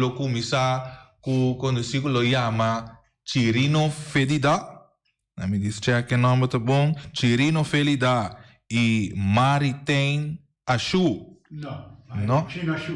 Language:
Papiamento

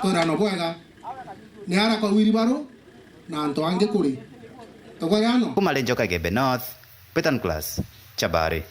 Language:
Meru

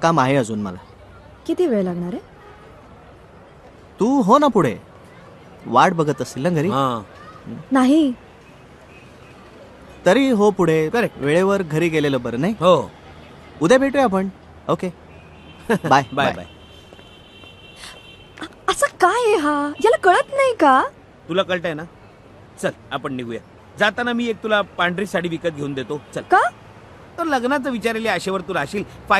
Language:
Marathi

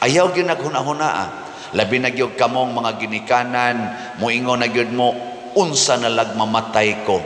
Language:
Cebuano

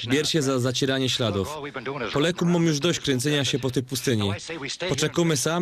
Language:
Silesian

